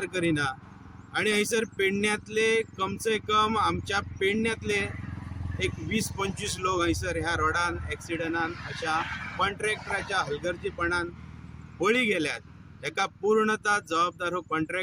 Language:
Konkani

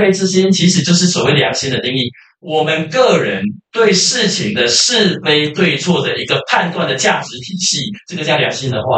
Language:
Chinese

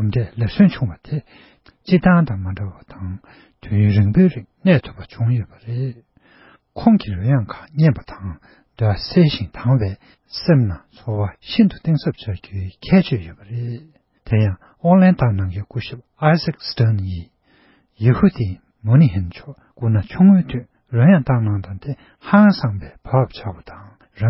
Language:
Tibetan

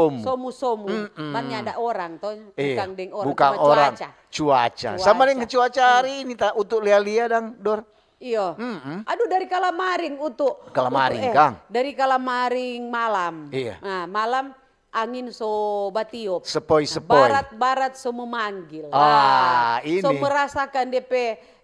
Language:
Manado Malay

